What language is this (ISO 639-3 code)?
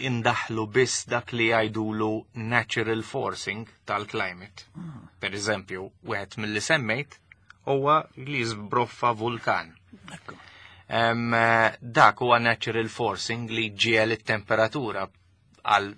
mlt